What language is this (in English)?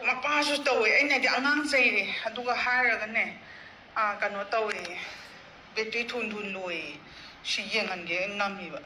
Manipuri